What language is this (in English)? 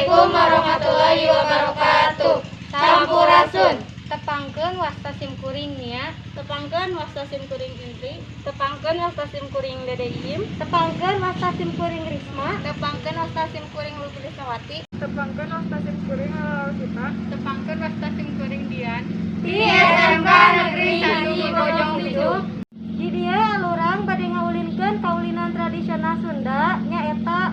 Sundanese